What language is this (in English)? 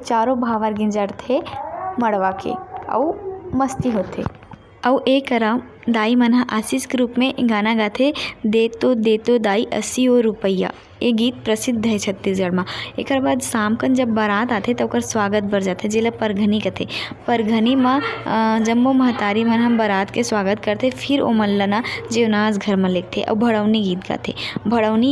Chhattisgarhi